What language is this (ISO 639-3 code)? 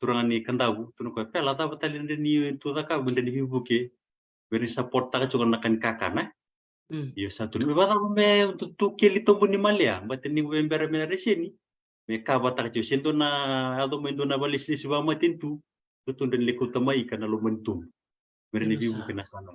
fij